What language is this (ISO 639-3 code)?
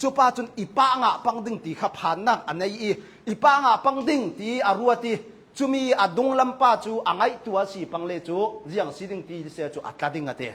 cnh